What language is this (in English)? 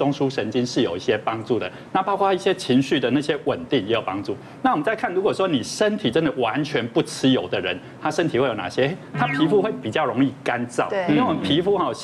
Chinese